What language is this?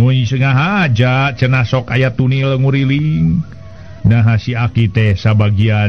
Sundanese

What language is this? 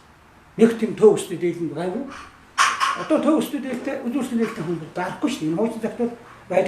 Mongolian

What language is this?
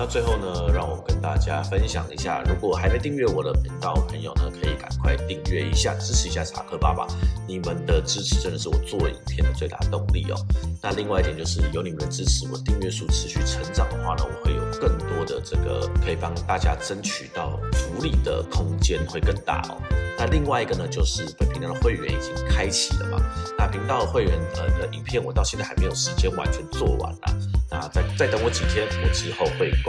Chinese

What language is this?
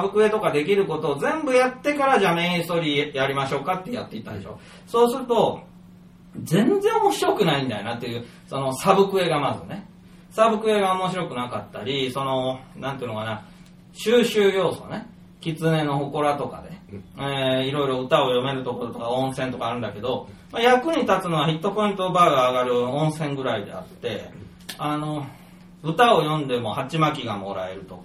Japanese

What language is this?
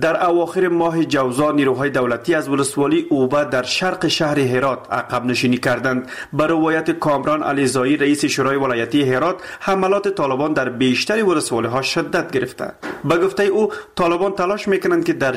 Persian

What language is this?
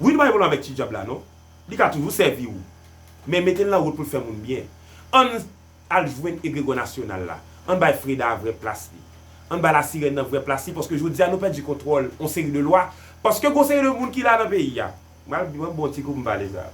Haitian Creole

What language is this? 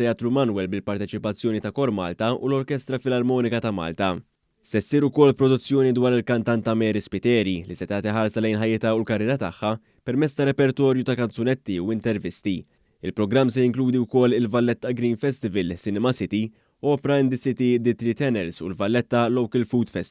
Maltese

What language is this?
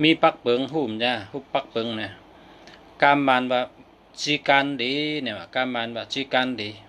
Shan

